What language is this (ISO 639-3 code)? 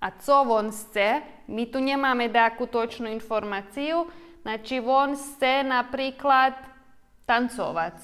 rue